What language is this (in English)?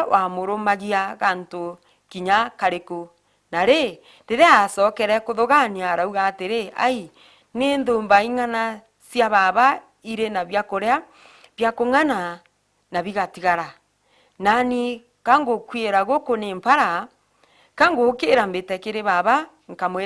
Meru